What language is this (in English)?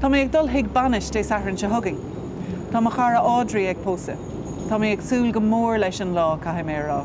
Irish